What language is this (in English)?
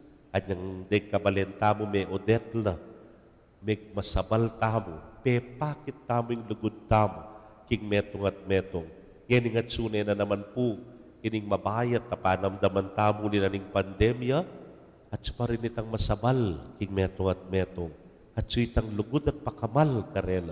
Pampanga